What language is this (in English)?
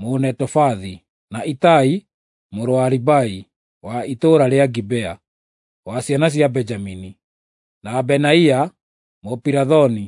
Kikuyu